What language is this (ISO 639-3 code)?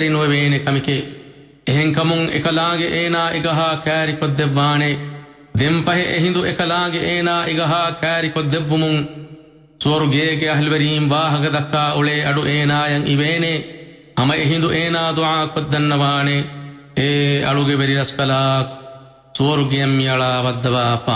div